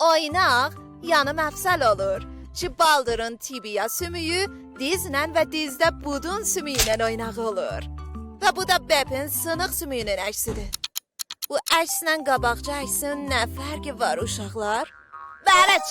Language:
South Azerbaijani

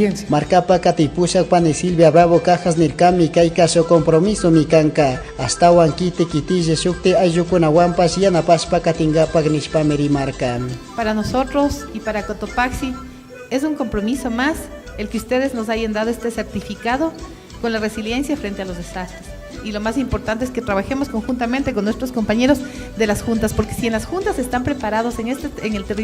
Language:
Chimborazo Highland Quichua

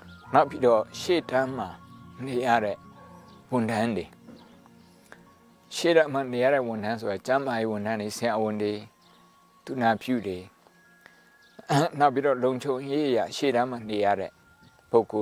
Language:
Burmese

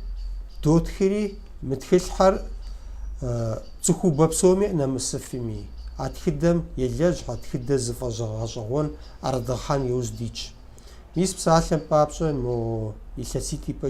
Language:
Kabardian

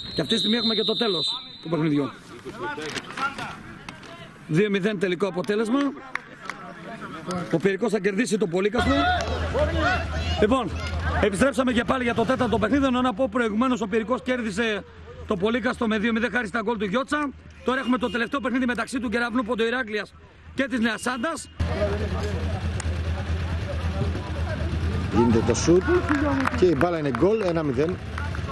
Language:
Greek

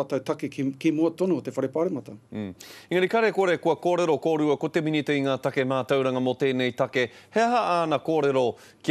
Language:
Māori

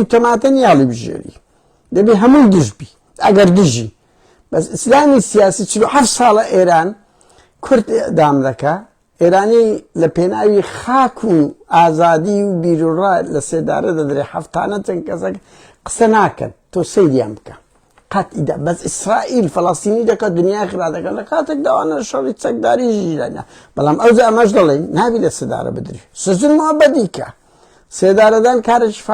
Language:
Central Kurdish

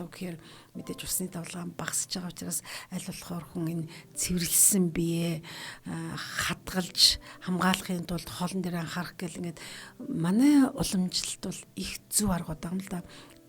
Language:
Mongolian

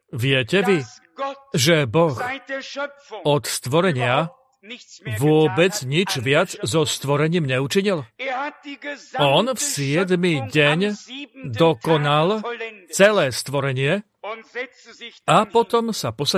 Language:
Slovak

